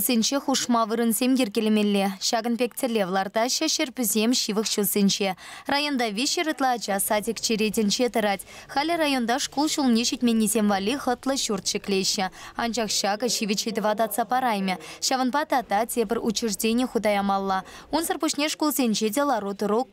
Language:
Chuvash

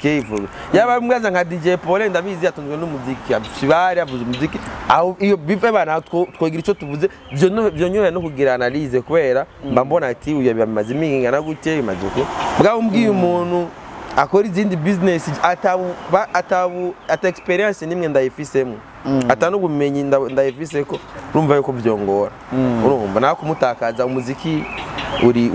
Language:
Rundi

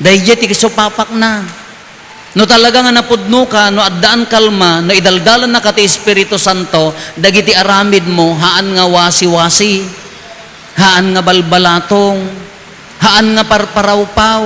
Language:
Iloko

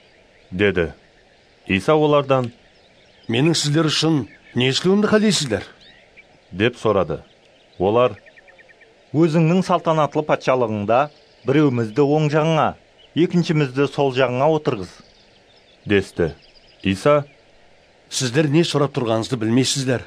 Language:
Kara-Kalpak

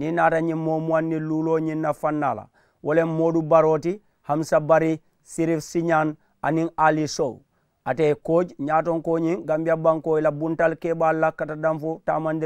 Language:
Mandingo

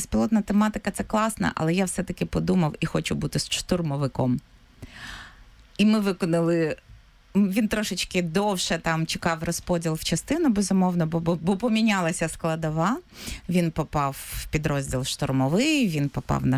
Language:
Ukrainian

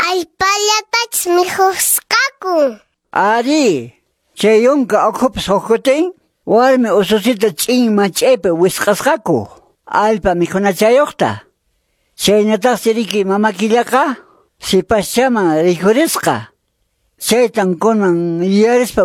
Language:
Quechua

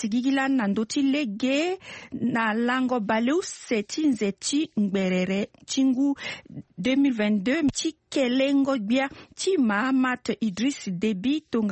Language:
Sango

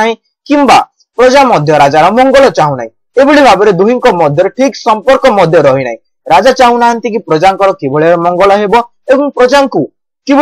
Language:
Odia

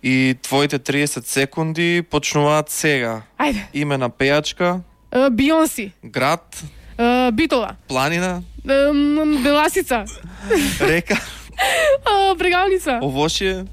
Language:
Macedonian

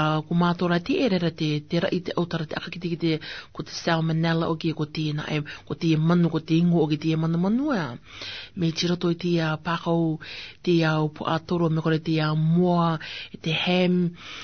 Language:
Rarotongan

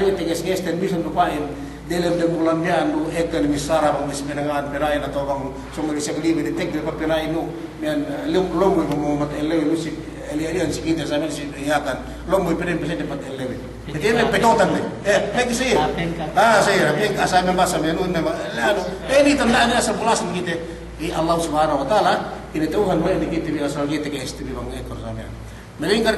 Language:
Yakan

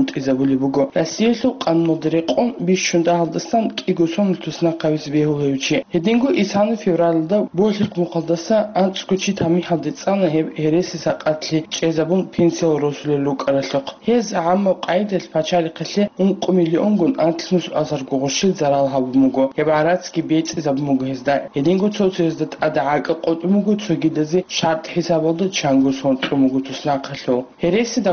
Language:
Avaric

